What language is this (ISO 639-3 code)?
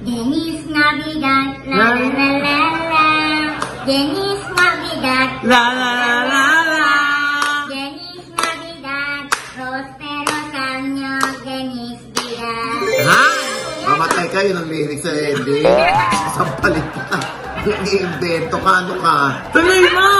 fil